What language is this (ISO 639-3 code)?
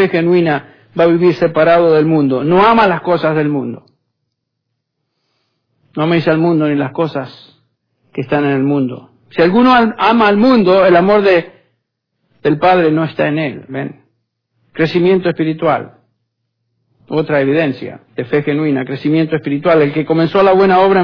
spa